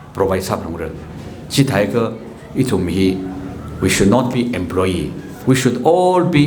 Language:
Tangkhul Naga (India)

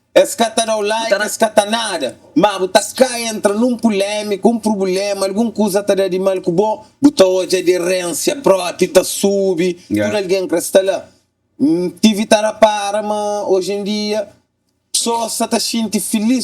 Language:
Kabuverdianu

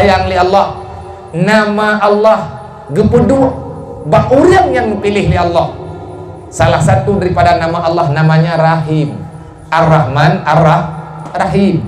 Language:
Achinese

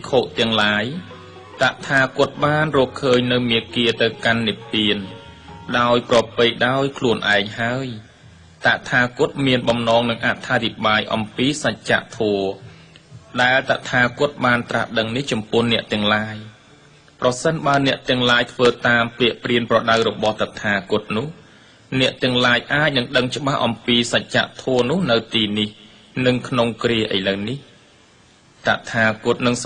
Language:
Khmer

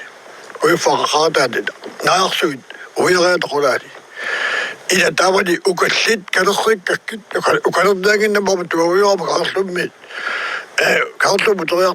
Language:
Kalaallisut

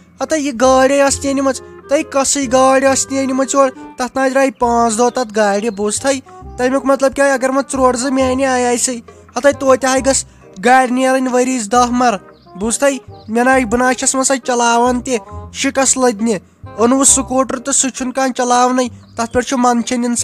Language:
Kashmiri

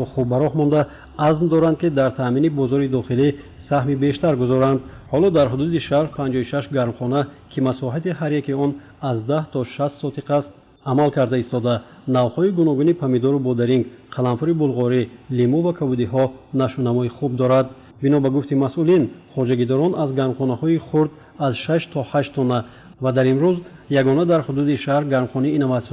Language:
Tajik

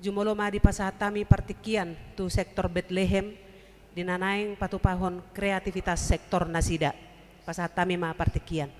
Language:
Batak Toba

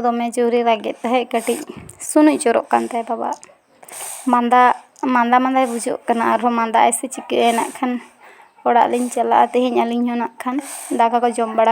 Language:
Santali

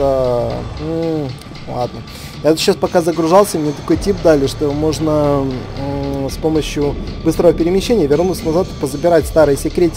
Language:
Russian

